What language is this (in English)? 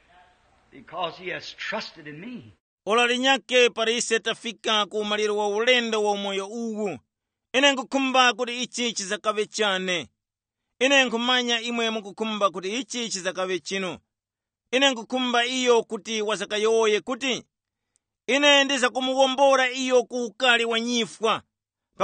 Tumbuka